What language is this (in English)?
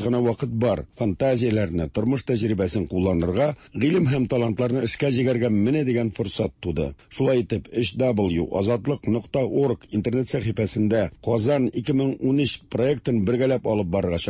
Tatar